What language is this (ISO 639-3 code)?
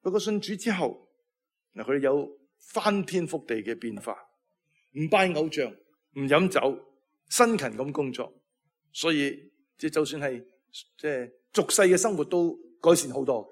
yue